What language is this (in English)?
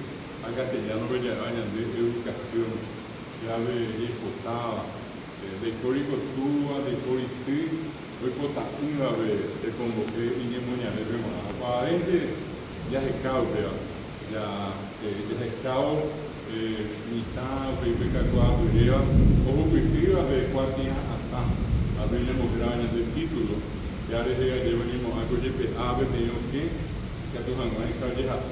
Guarani